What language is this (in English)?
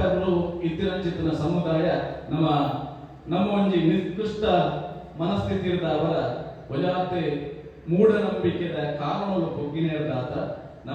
Tulu